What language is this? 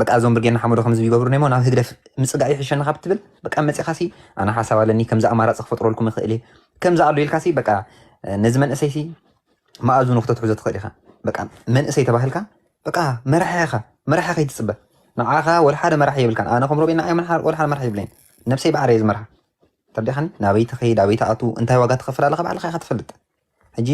Tigrinya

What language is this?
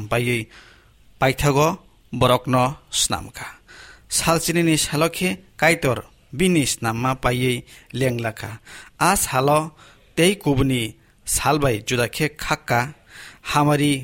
Kok Borok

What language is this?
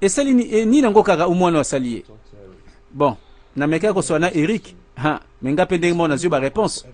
Lingala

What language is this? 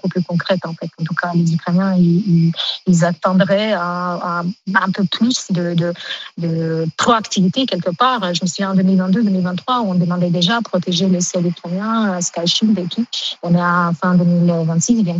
French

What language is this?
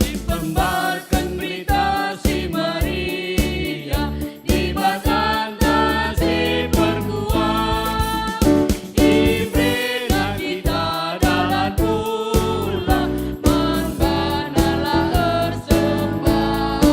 Batak Karo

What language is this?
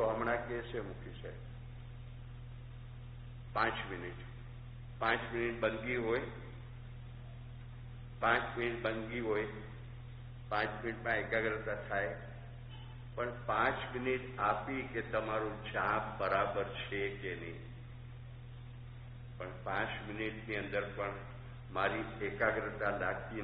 Gujarati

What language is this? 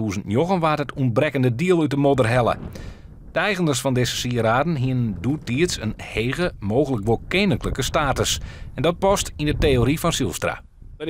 Western Frisian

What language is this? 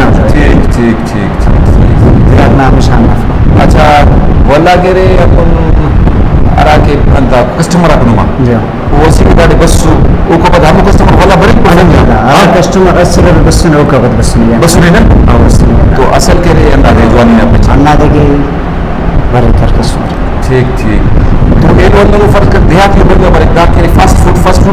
Brahui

